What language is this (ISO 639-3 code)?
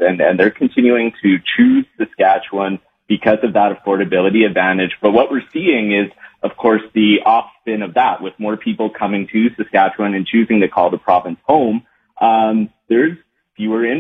eng